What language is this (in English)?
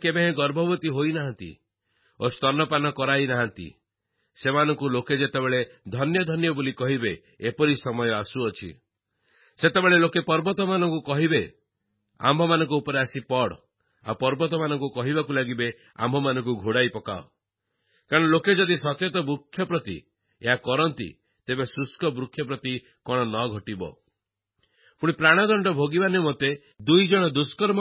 Odia